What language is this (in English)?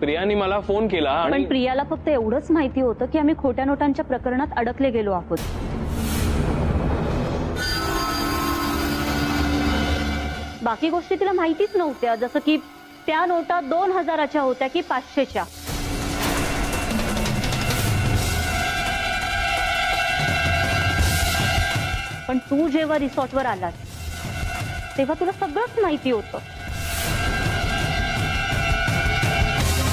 Marathi